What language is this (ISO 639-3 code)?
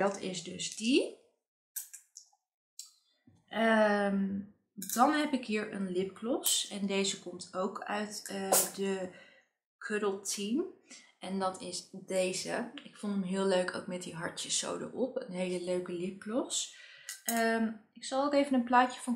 nld